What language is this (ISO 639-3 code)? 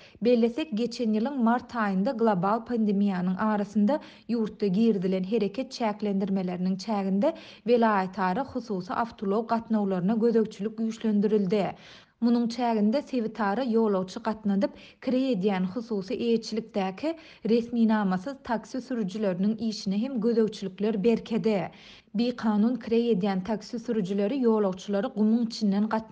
tuk